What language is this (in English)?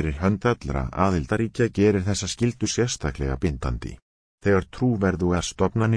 Icelandic